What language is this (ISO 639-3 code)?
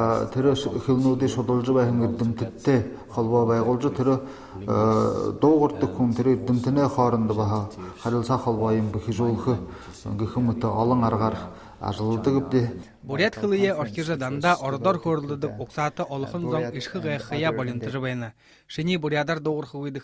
bua